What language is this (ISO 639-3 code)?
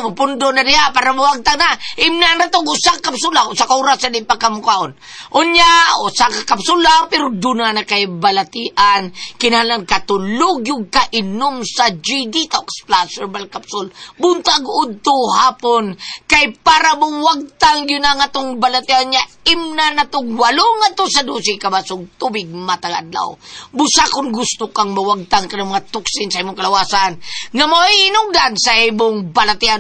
ceb